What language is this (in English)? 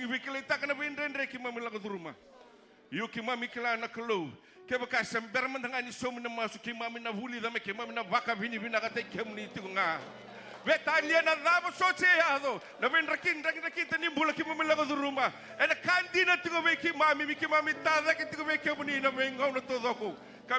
Fijian